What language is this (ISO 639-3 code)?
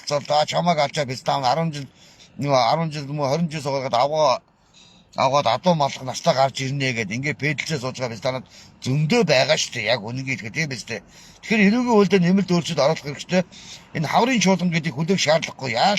mon